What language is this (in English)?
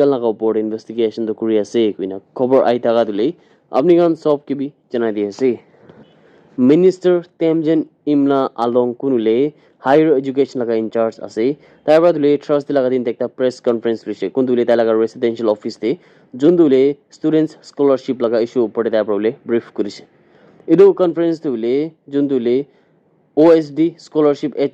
Naga Pidgin